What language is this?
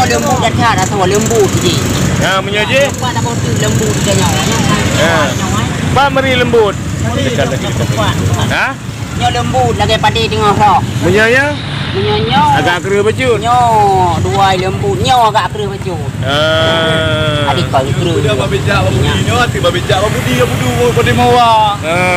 Achinese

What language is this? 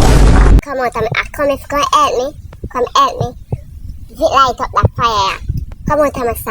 Jamaican Creole English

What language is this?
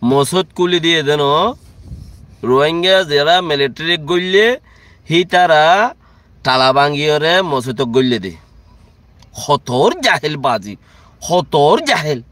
Rohingya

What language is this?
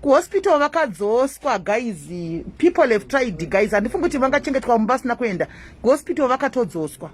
Shona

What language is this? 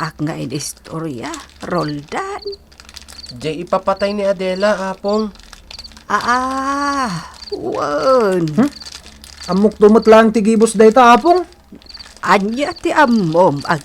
Iloko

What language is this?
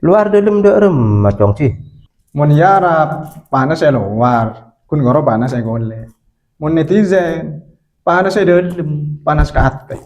Madurese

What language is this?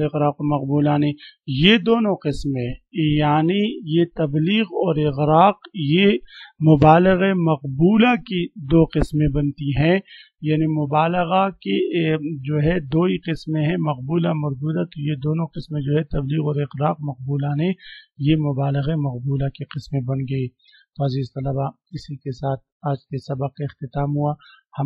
Urdu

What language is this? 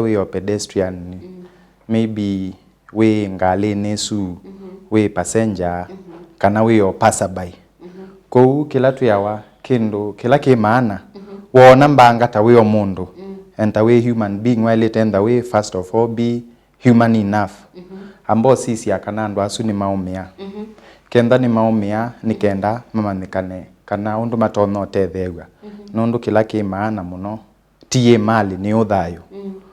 Kamba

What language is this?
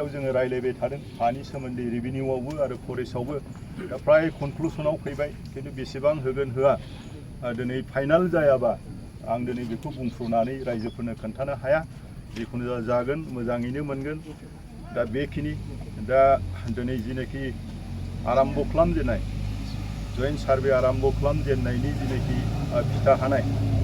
Bodo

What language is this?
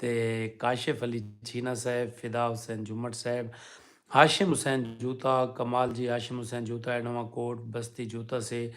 Saraiki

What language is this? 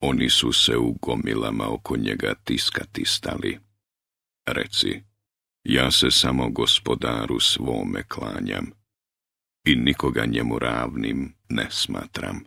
Bosnian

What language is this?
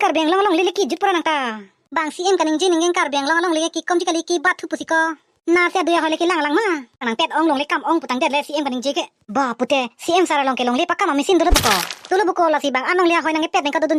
Karbi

